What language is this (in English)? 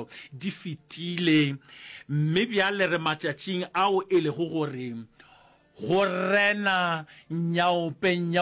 Northern Sotho